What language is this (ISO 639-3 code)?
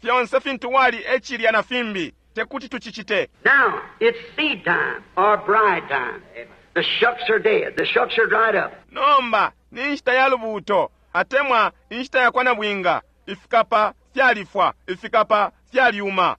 bem